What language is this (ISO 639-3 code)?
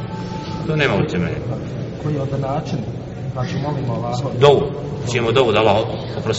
bos